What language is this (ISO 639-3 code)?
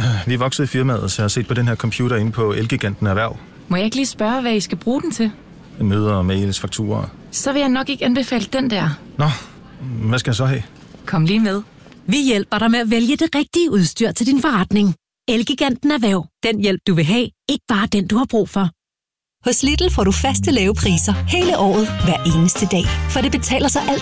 dan